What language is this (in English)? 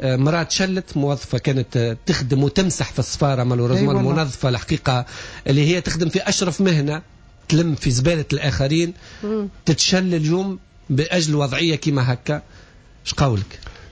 Tunisian Arabic